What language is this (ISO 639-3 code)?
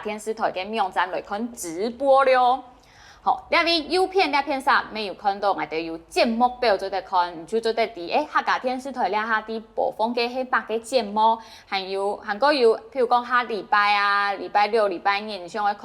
hak